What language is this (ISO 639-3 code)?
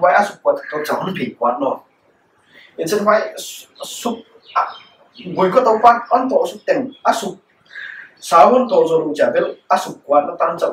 pck